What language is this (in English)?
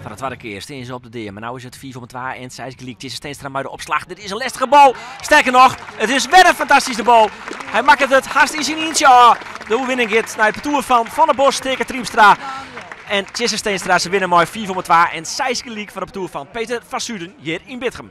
Western Frisian